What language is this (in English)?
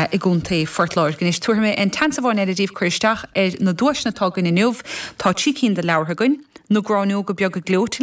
Irish